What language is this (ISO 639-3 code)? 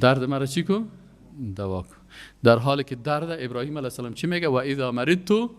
fas